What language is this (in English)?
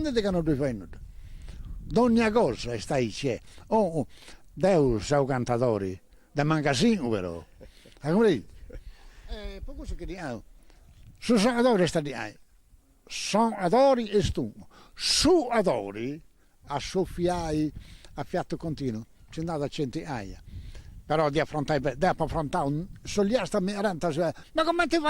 Sardinian